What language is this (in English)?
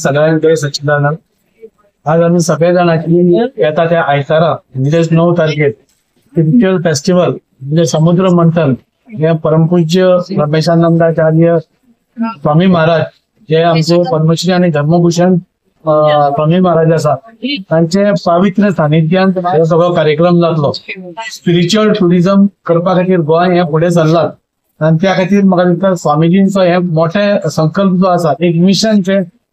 Konkani